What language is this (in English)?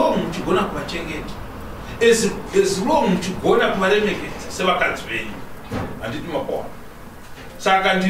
Shona